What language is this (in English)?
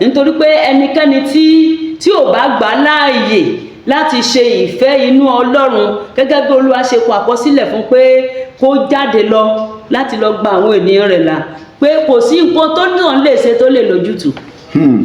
Yoruba